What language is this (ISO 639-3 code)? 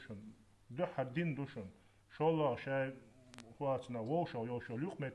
che